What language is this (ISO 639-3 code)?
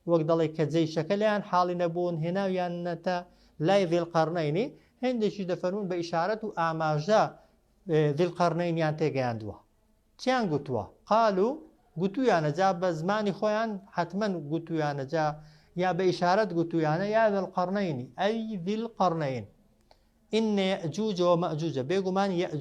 ckb